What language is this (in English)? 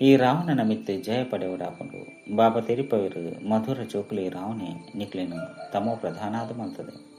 Tulu